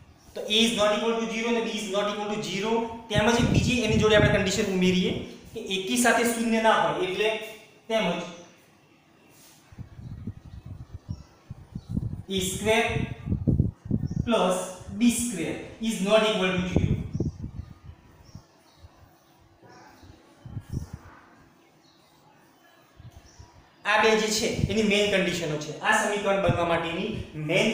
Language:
Gujarati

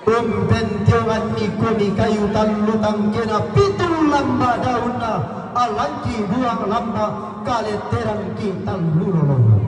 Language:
Toraja-Sa'dan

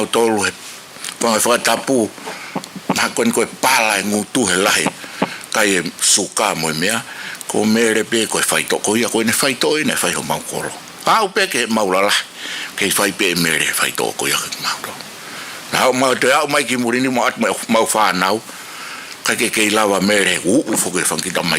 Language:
Tongan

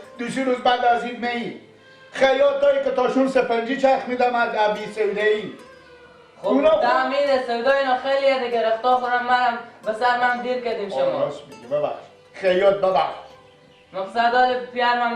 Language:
Persian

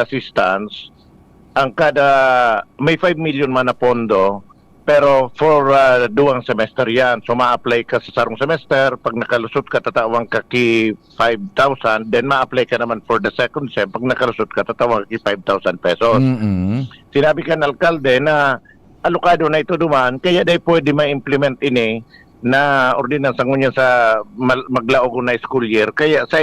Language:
Bikol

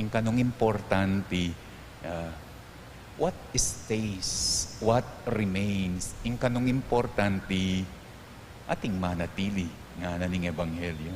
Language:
Pampanga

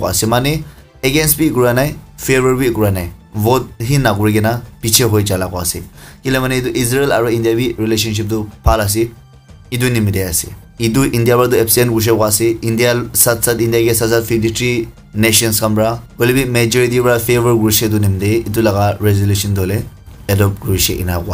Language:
Naga Pidgin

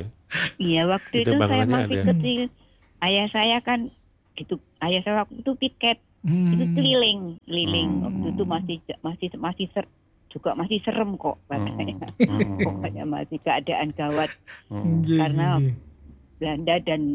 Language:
Indonesian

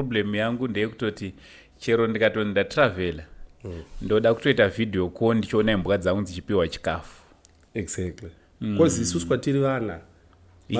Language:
Shona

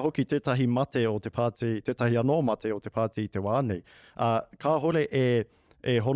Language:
Māori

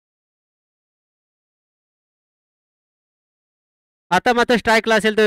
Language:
Marathi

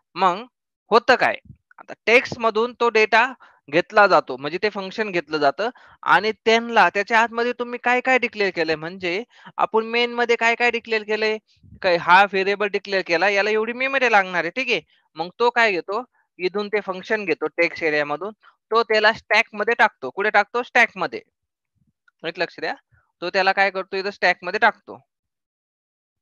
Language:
Marathi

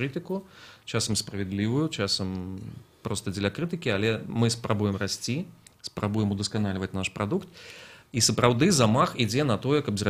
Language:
Belarusian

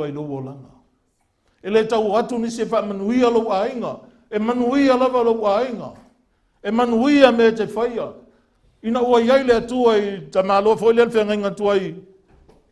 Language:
Samoan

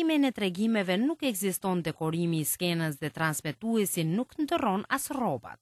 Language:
Albanian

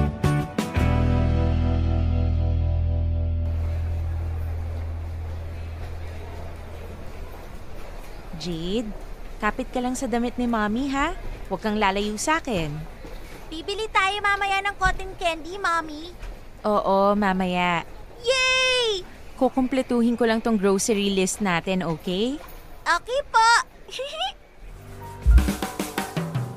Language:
Filipino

